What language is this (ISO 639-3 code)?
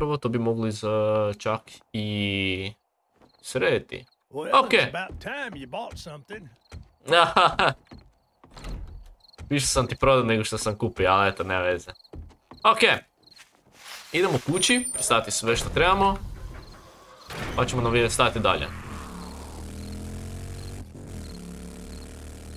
hrv